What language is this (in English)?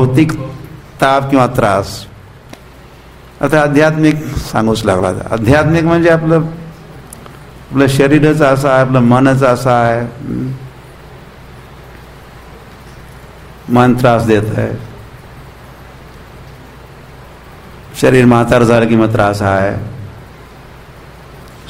Marathi